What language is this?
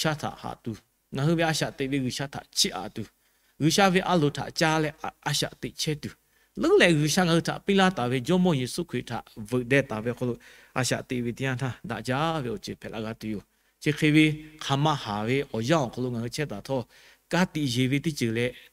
Lahu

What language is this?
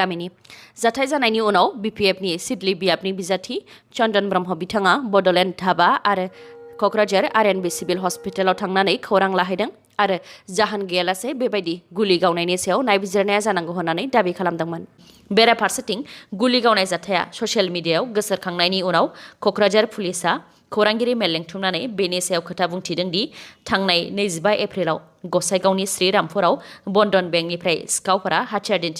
Bodo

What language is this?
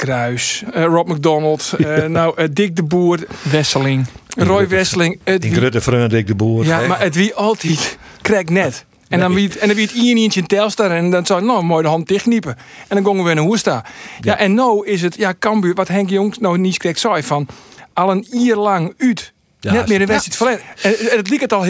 Western Frisian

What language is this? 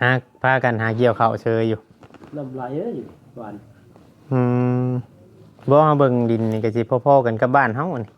Northeastern Thai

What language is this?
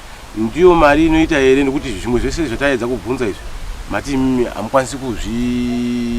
Shona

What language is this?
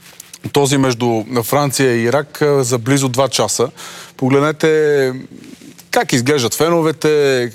Bulgarian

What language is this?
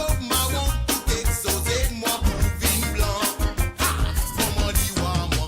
Morisyen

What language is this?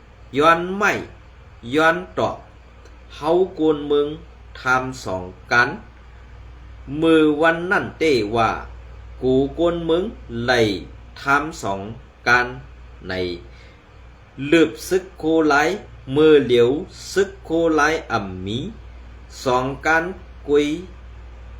Shan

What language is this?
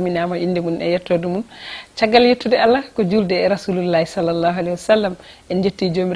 Fula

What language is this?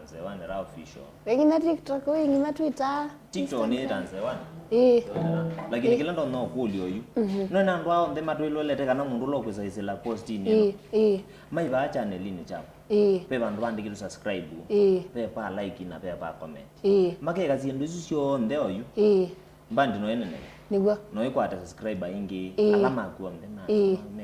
Kamba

